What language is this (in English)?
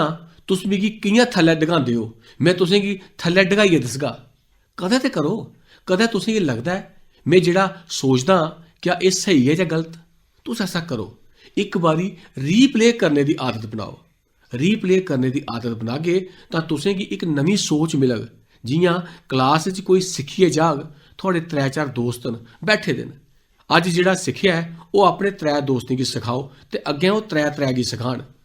Dogri